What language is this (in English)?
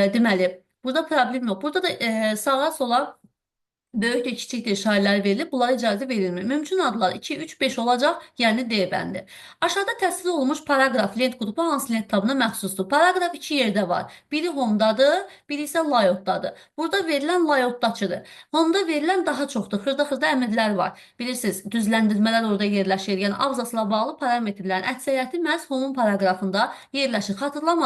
Azerbaijani